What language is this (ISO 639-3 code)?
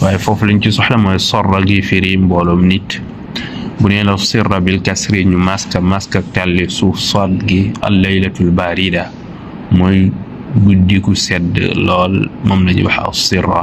wol